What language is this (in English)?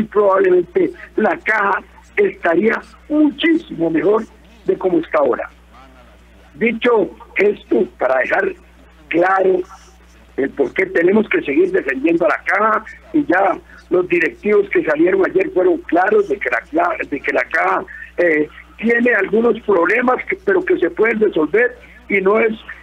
Spanish